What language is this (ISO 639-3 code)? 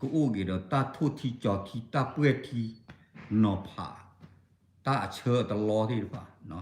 ksw